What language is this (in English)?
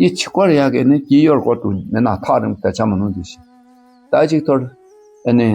Dakpakha